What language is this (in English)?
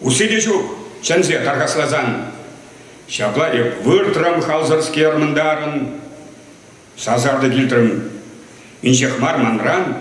Chuvash